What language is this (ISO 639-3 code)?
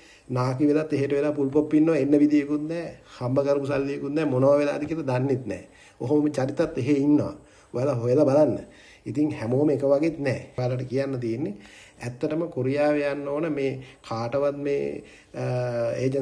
sin